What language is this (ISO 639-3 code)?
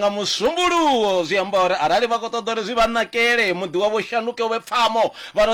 ven